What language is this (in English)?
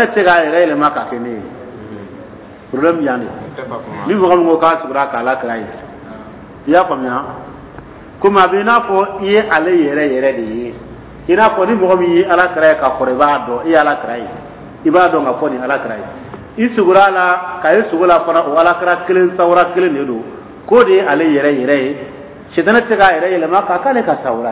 Dyula